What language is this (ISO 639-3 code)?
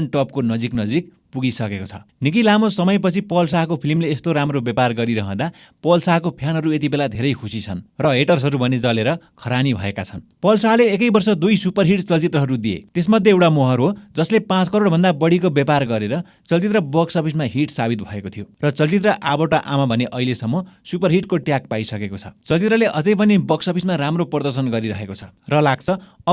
nep